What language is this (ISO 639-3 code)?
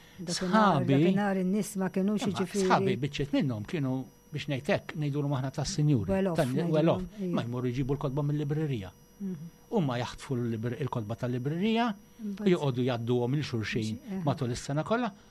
mlt